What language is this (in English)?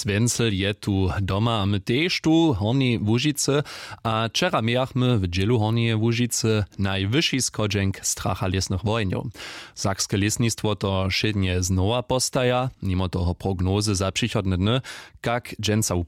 Upper Sorbian